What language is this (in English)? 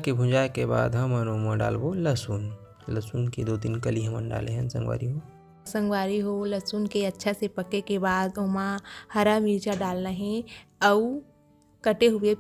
Chhattisgarhi